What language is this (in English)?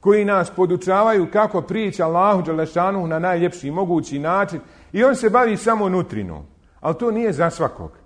Bosnian